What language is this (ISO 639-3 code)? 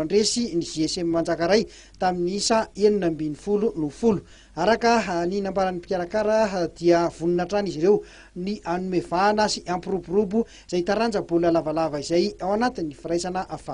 mlg